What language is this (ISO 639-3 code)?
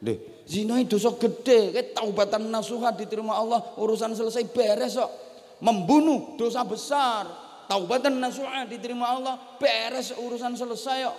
jav